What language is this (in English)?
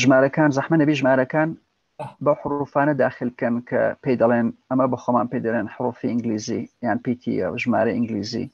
Central Kurdish